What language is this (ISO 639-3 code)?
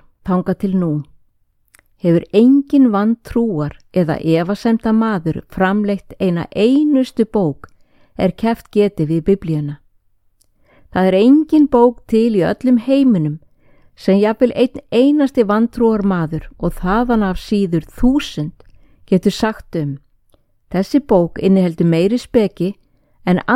isl